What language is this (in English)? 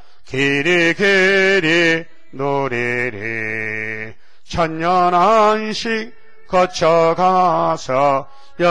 Korean